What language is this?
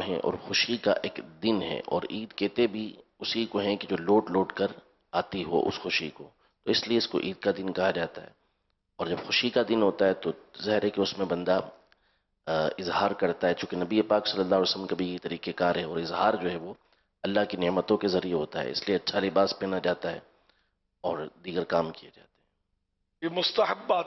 Urdu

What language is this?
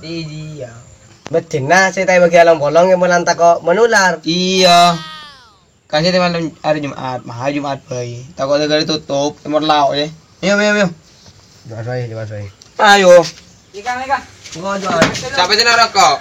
Madurese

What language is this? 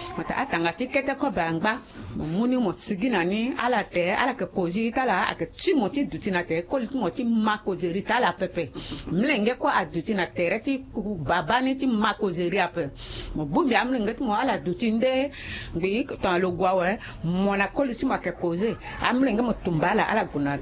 Sango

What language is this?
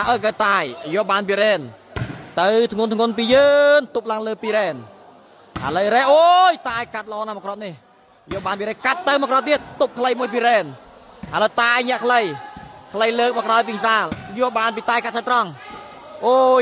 Khmer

